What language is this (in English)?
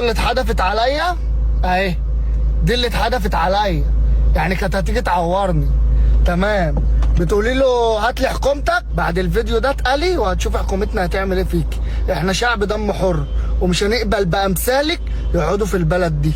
Egyptian Arabic